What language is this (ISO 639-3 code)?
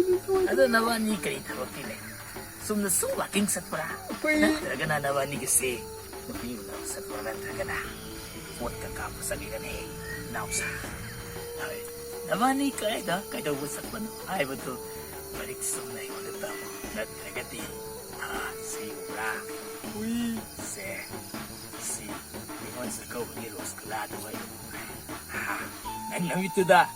mni